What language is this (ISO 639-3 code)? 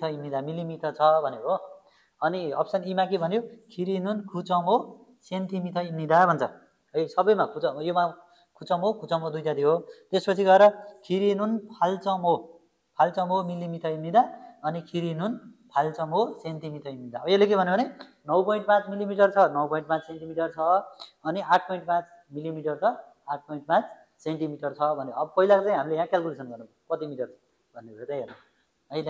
nep